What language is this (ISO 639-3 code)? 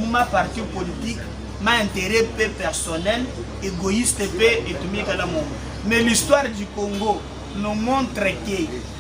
lua